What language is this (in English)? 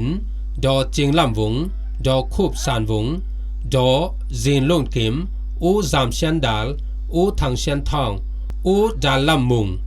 Falam Chin